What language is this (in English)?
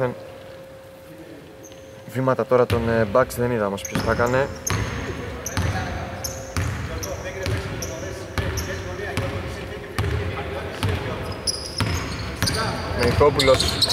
Greek